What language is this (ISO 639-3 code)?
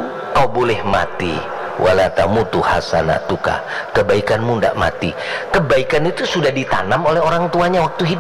bjn